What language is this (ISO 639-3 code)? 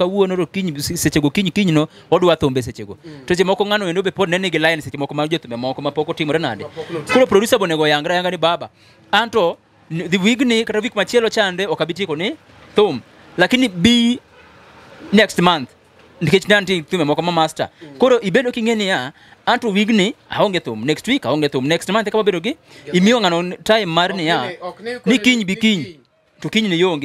luo